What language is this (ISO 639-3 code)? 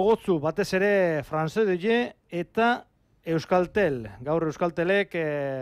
eus